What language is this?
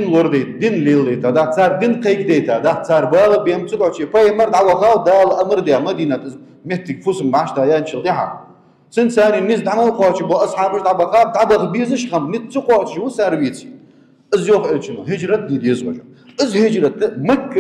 Ingush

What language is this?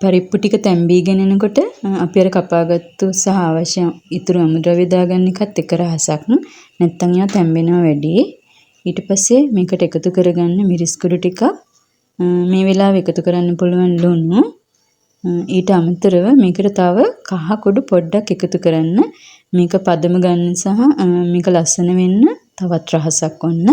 Sinhala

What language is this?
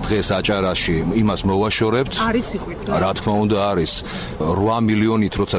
Georgian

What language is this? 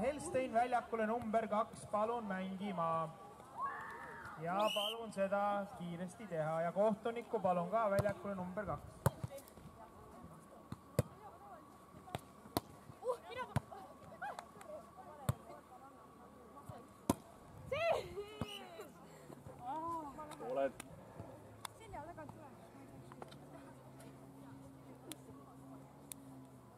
Estonian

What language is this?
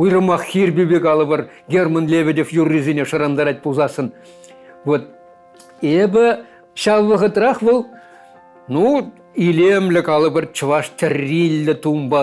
Chuvash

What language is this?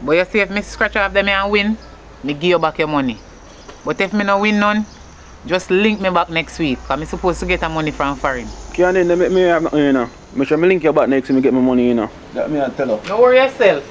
Jamaican Creole English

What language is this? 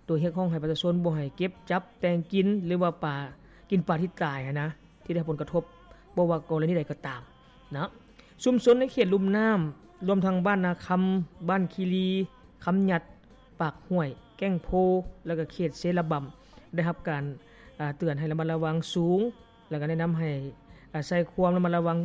Lao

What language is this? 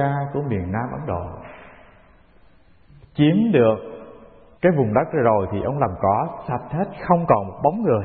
Vietnamese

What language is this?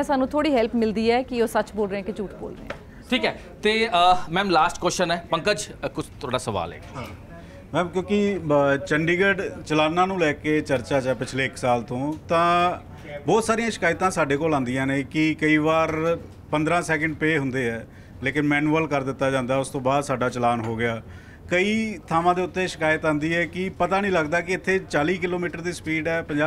Punjabi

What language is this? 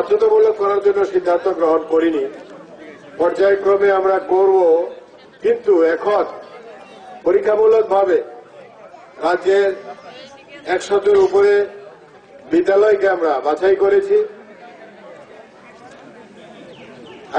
Bangla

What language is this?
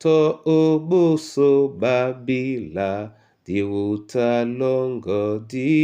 Duala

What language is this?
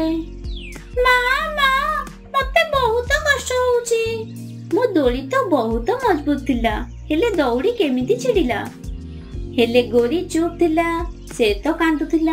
Odia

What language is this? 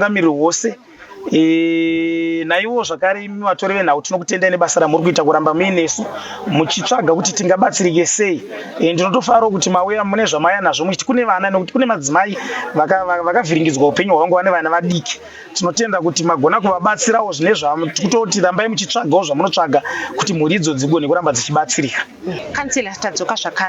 Shona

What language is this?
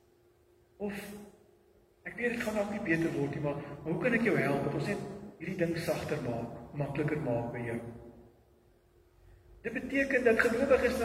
Afrikaans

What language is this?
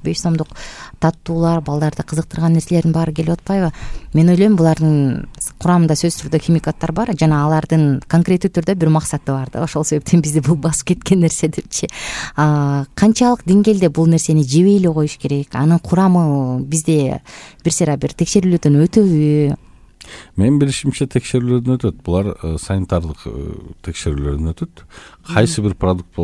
Kyrgyz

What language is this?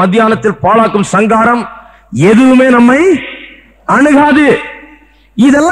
Tamil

